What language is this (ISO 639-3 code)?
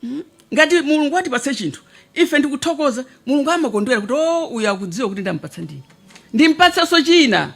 nya